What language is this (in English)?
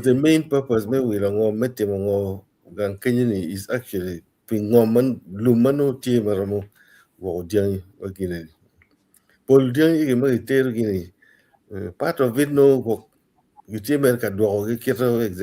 Acoli